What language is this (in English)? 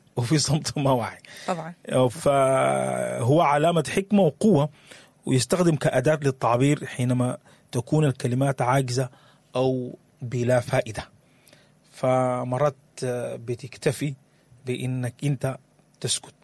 Sudanese Arabic